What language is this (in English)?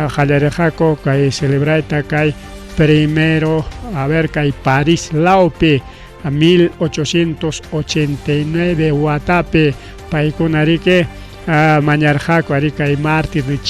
Ayacucho Quechua